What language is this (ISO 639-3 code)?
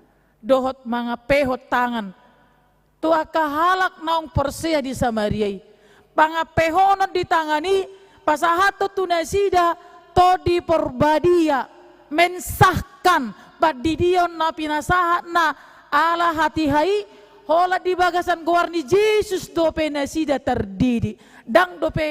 bbc